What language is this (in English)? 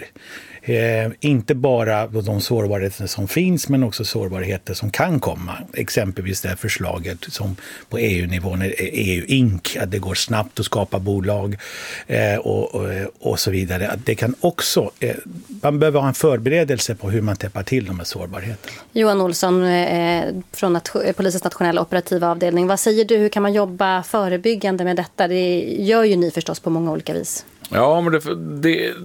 Swedish